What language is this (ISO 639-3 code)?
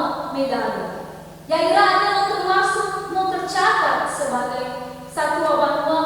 nia